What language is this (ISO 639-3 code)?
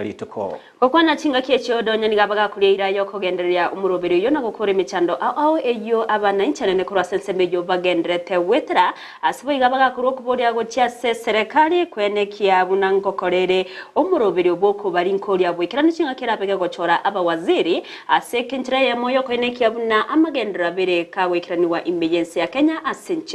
guz